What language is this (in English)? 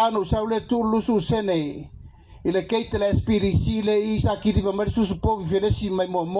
Samoan